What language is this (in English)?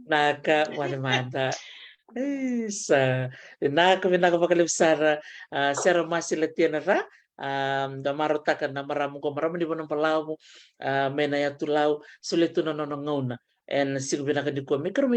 Fijian